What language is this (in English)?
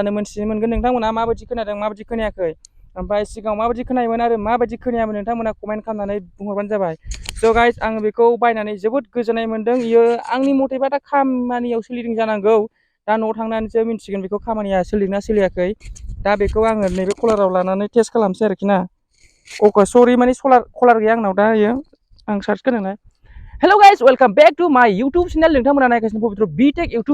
Bodo